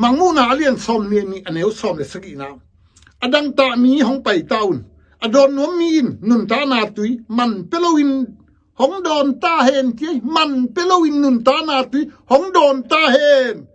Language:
Tedim Chin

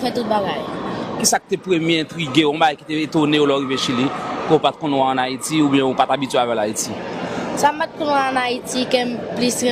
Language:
Haitian Creole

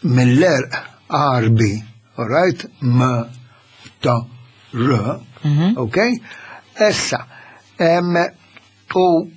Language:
Maltese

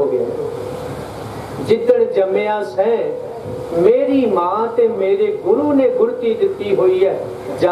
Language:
Punjabi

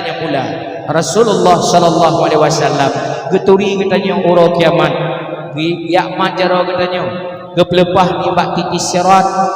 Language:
Achinese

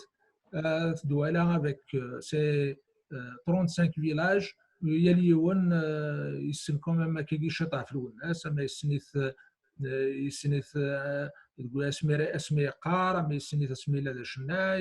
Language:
Kabyle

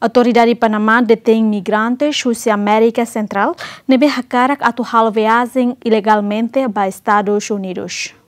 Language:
Tetum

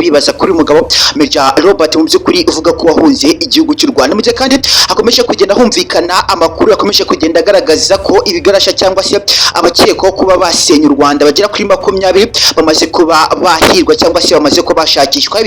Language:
Kinyarwanda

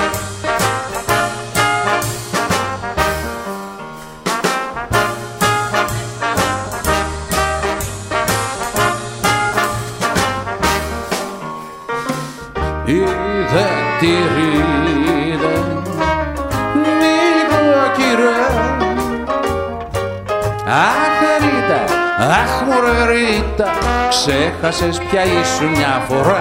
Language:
Greek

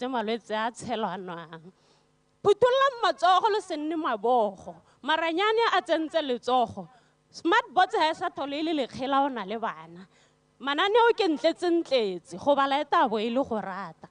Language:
Tswana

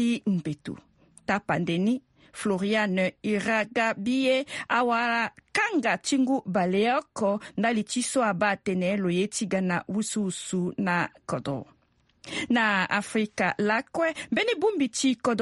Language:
Sango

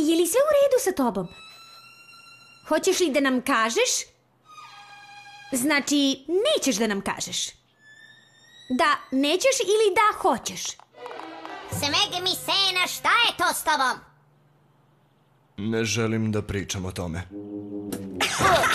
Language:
Serbian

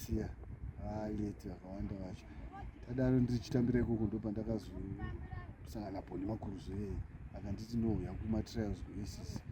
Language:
Shona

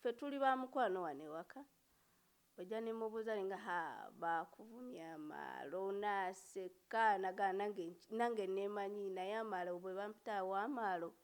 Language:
Ganda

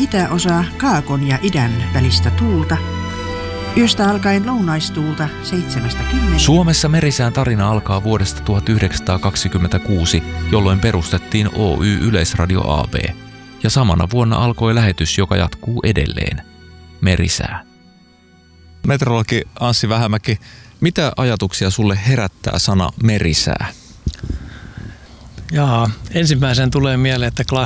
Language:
Finnish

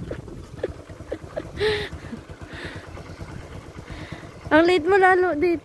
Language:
Filipino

